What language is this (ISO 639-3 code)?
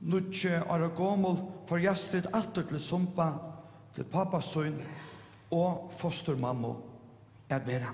fao